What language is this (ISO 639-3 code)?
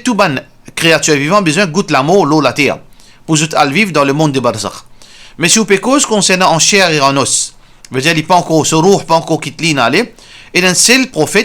mfe